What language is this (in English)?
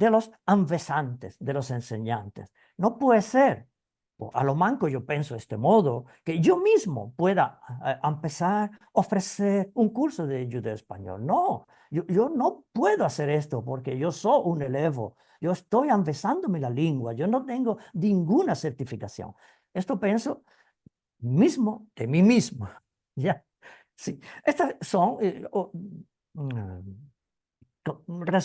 Ladino